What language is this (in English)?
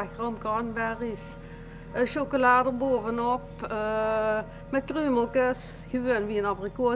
Limburgish